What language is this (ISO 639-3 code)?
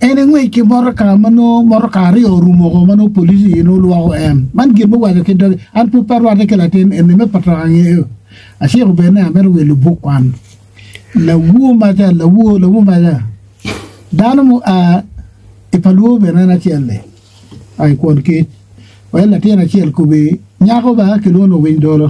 ach